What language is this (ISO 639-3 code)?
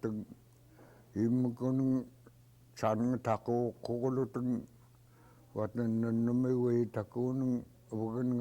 esu